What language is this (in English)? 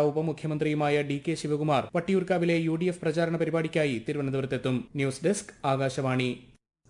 Malayalam